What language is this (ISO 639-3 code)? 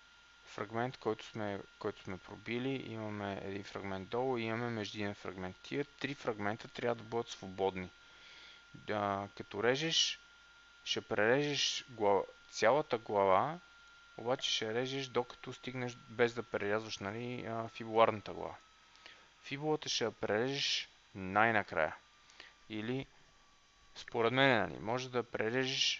bul